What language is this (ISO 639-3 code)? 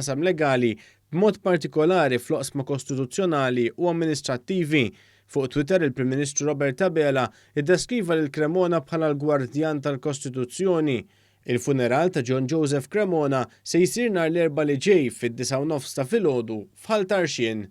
mlt